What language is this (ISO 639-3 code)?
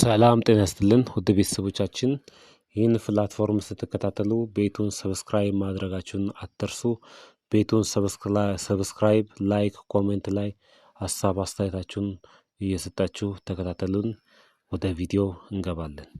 amh